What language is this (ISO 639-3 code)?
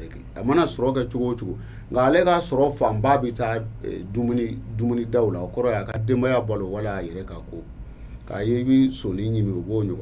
bam